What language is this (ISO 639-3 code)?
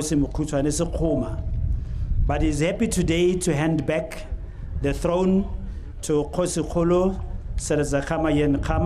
tsn